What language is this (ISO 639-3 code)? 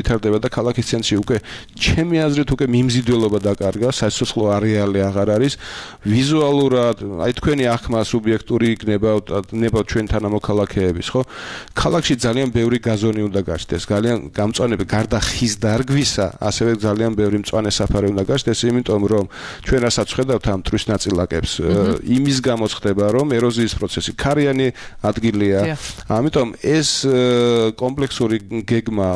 kat